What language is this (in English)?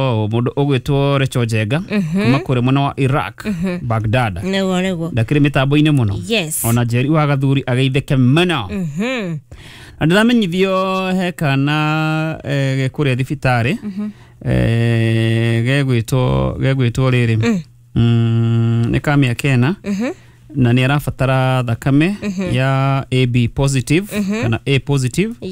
Kikuyu